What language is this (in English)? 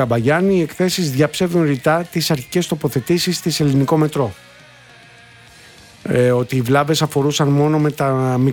Greek